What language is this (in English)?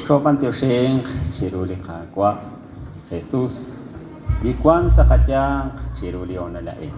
Kekchí